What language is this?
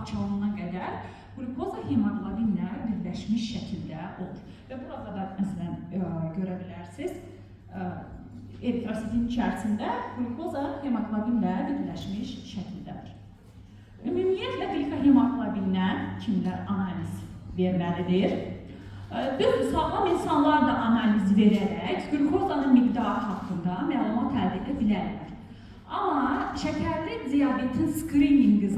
Azerbaijani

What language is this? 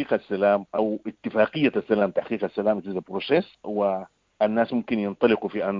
Sudanese Arabic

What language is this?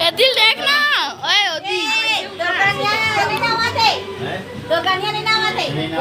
Chhattisgarhi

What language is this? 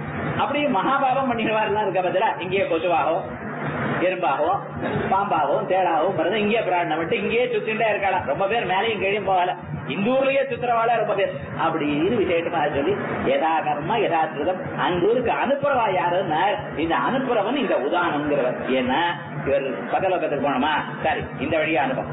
Tamil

